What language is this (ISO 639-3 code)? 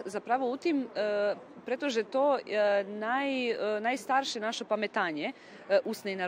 rue